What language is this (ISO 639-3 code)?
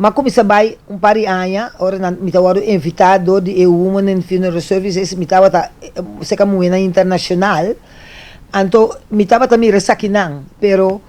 pap